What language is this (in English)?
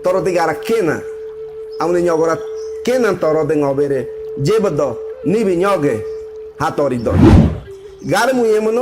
Ngäbere